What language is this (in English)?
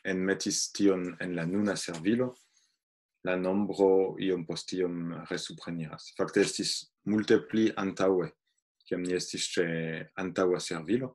Esperanto